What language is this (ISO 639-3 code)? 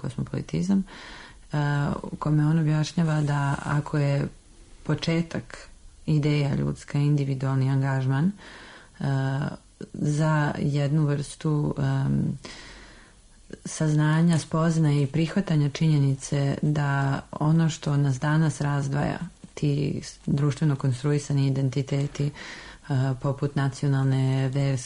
srp